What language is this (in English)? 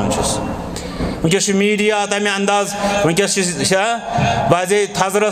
Kashmiri